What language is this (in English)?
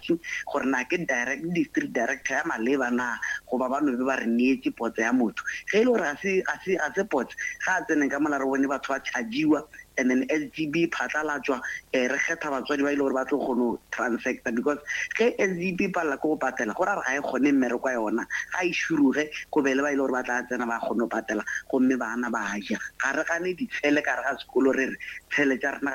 Northern Sotho